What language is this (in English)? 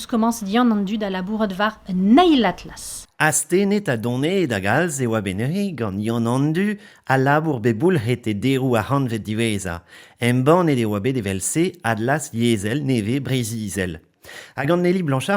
Breton